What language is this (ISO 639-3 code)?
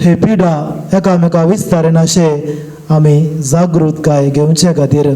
kok